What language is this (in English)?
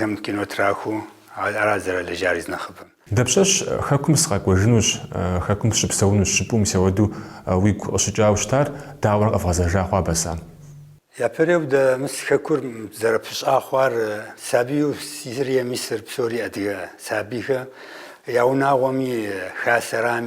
Kabardian